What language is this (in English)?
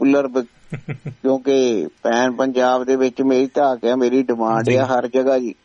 Punjabi